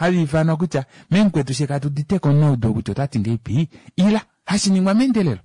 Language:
Kuanyama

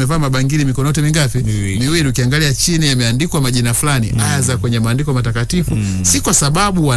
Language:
Swahili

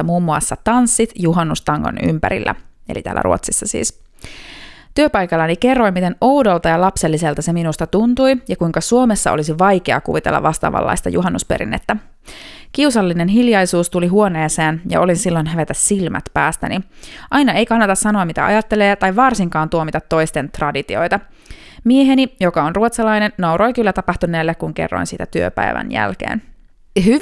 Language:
Finnish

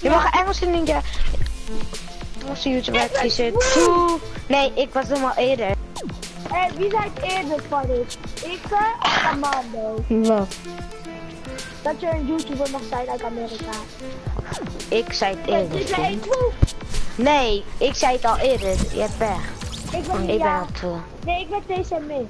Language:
Dutch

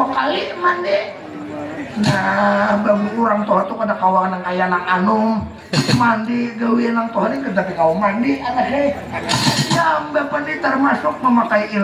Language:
Banjar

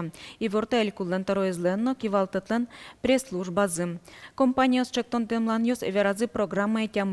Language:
Udmurt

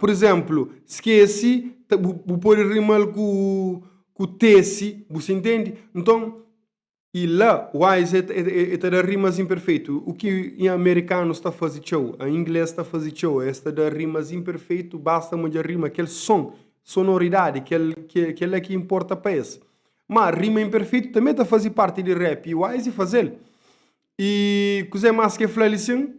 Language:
Kabuverdianu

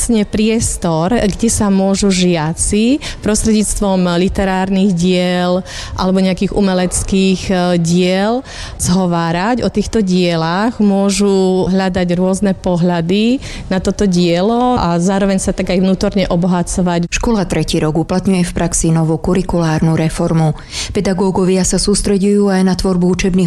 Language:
Slovak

